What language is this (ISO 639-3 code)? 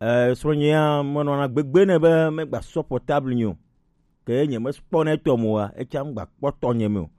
gej